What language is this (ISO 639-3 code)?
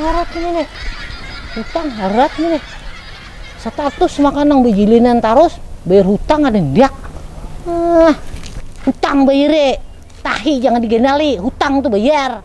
bjn